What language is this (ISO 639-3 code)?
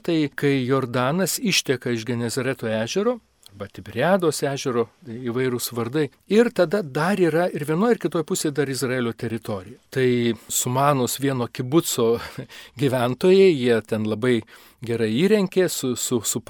lit